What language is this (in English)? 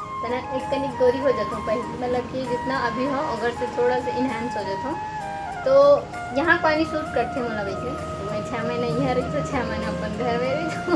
Chhattisgarhi